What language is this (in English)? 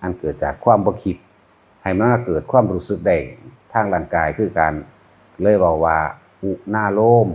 Northeastern Thai